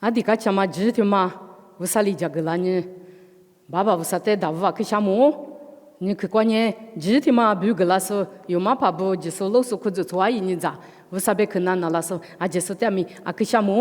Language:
Lisu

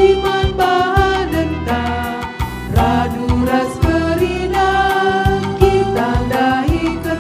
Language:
Batak Karo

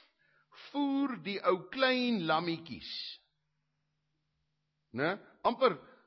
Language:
Afrikaans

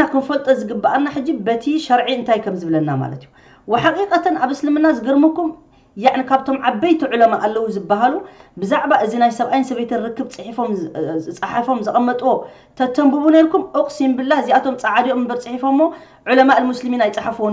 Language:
Tigrinya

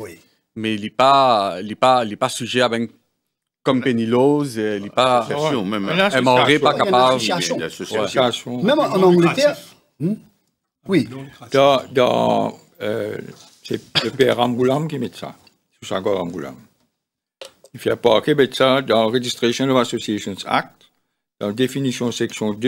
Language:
French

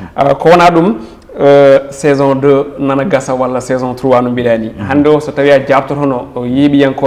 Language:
Fula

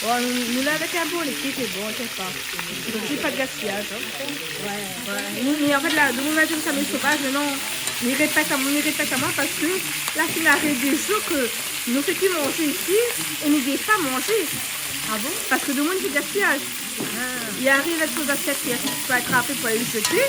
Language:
Réunion Creole French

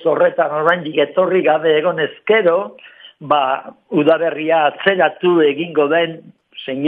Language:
Basque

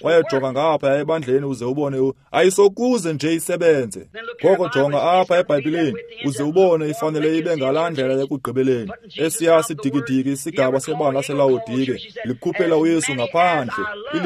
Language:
Xhosa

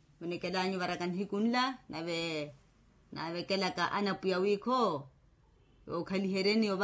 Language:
Makhuwa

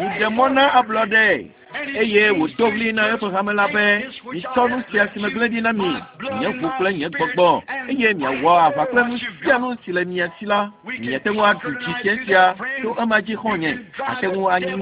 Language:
Ewe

